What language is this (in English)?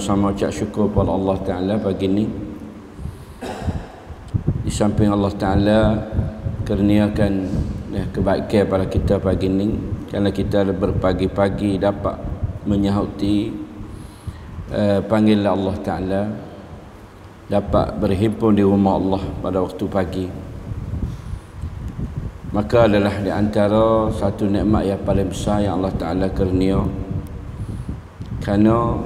Malay